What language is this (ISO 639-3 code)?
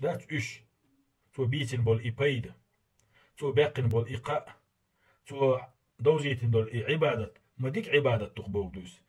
che